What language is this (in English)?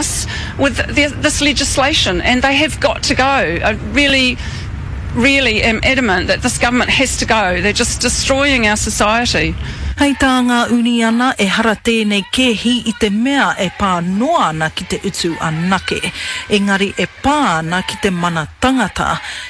Māori